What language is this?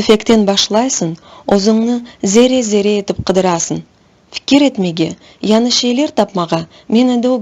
Crimean Tatar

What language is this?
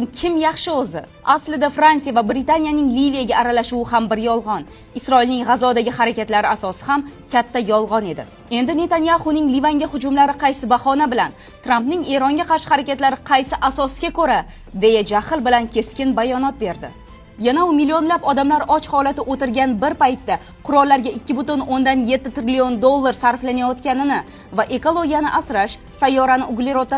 Uzbek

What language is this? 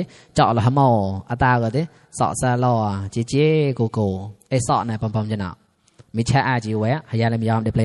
Mon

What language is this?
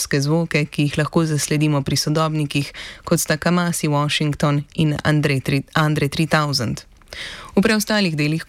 Slovenian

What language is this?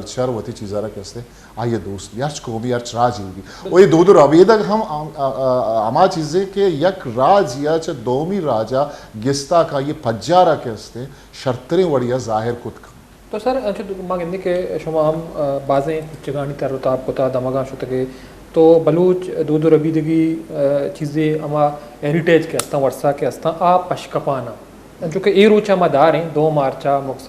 Baluchi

